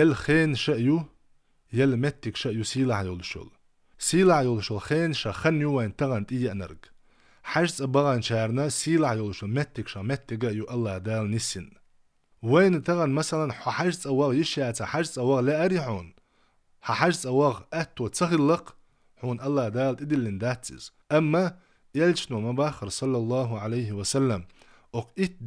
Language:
Chechen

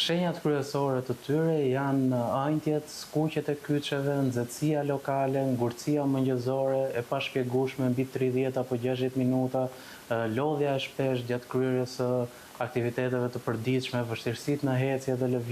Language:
Albanian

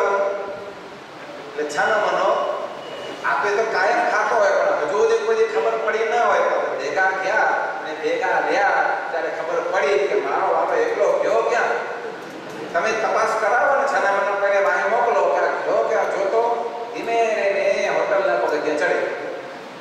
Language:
Gujarati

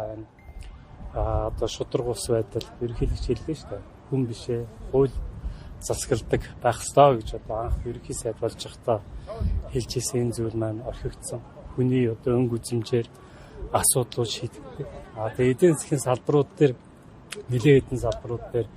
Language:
Mongolian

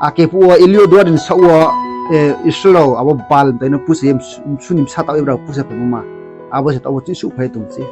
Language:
Riang (India)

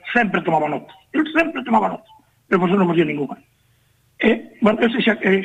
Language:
Galician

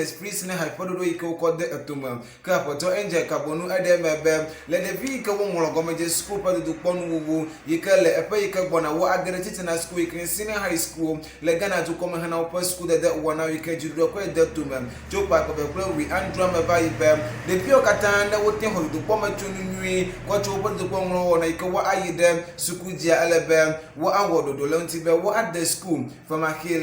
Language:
Ewe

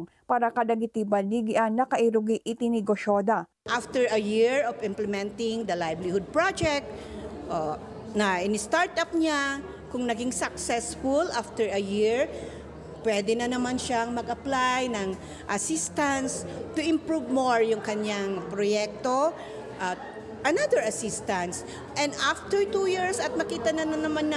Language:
Iloko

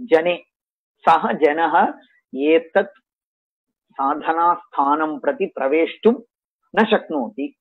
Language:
Sanskrit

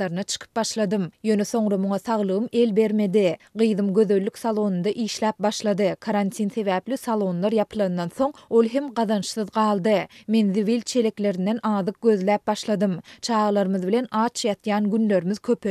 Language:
Turkmen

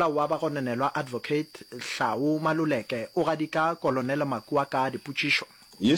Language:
Northern Sotho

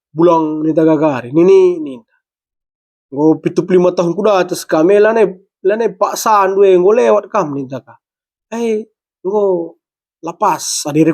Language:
Batak Karo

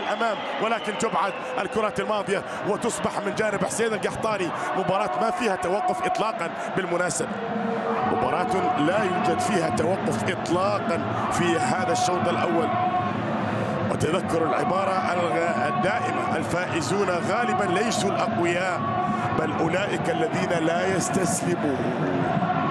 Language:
Arabic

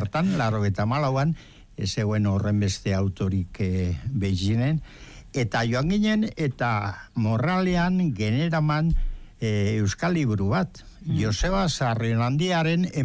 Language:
Basque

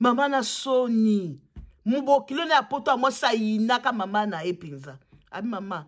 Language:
Lingala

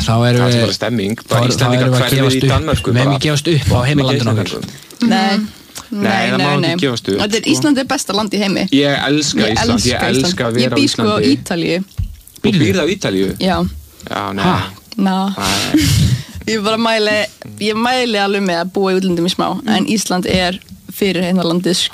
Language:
Icelandic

